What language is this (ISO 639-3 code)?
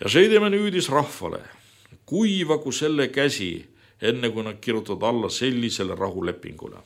est